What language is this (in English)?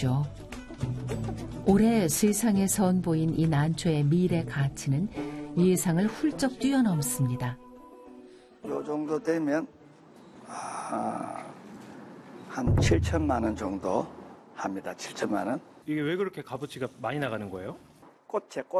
Korean